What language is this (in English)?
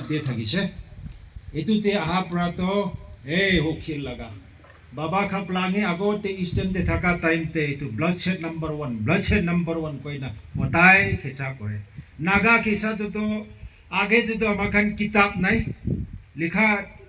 Naga Pidgin